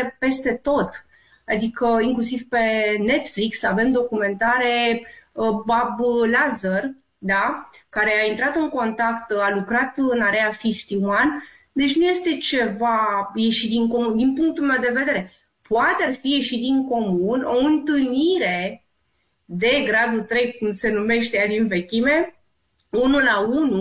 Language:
Romanian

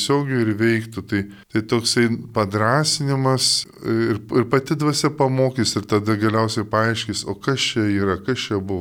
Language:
Lithuanian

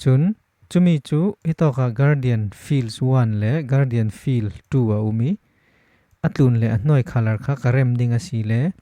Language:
Falam Chin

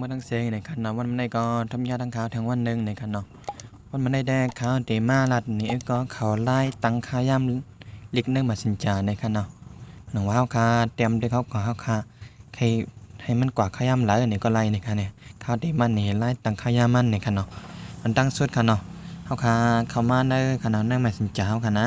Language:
Shan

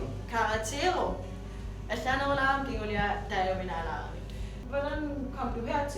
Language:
Kalaallisut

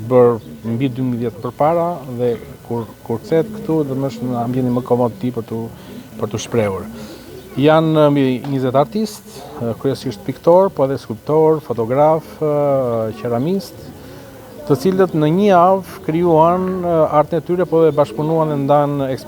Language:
Albanian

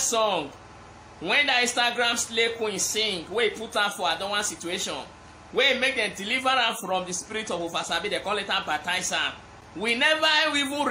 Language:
Nigerian Pidgin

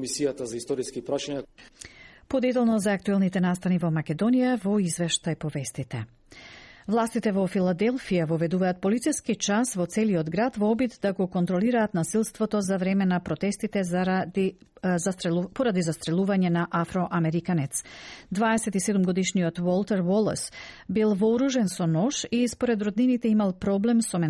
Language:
Macedonian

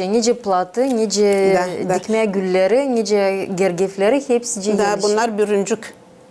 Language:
Gagauz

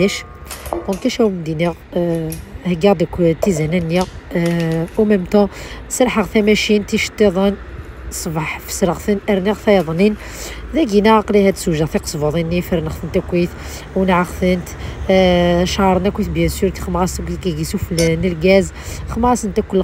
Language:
Kabyle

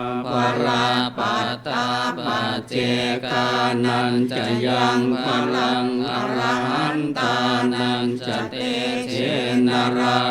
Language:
Pali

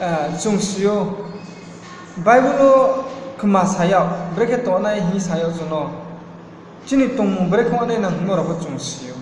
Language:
Riang (India)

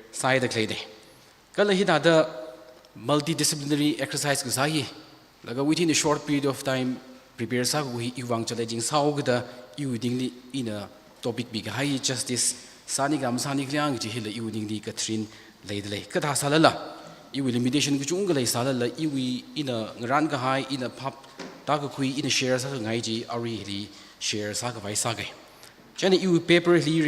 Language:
Tangkhul Naga (India)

